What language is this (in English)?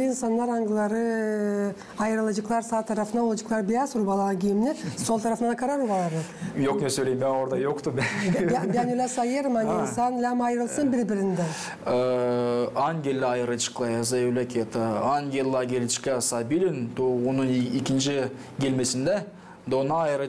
Gagauz